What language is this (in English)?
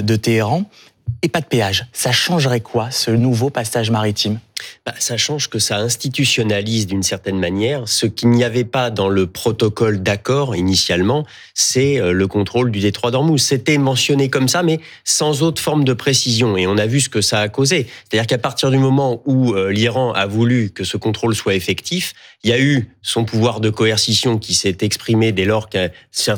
French